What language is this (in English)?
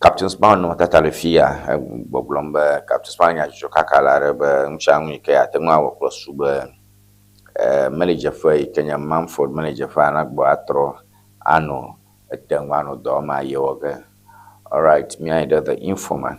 Ewe